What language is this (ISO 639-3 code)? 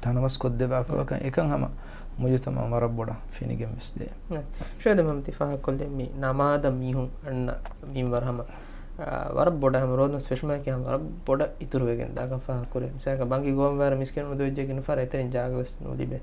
div